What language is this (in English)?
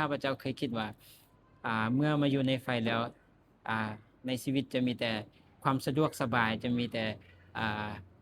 Lao